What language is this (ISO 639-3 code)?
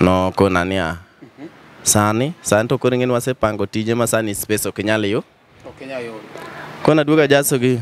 luo